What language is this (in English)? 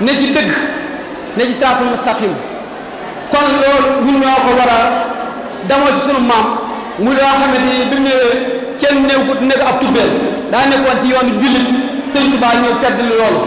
Wolof